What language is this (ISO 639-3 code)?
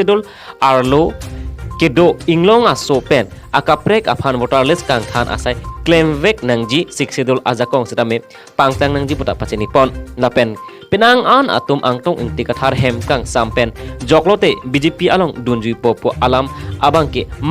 mjw